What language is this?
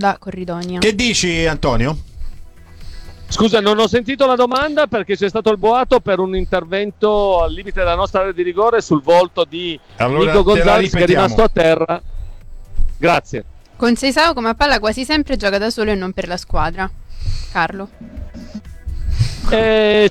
Italian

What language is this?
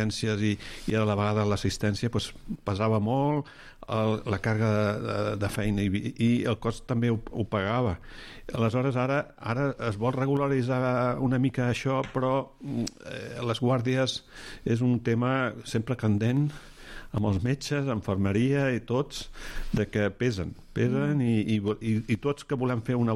Catalan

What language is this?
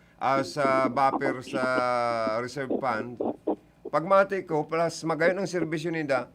Bikol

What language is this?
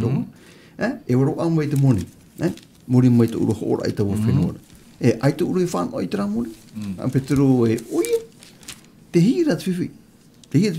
Tahitian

